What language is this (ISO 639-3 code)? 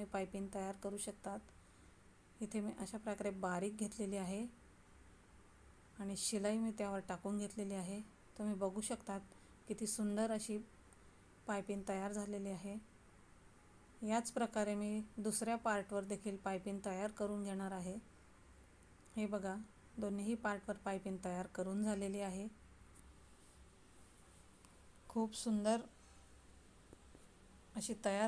mar